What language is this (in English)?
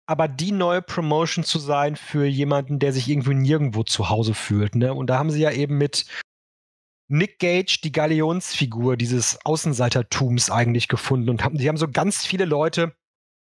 German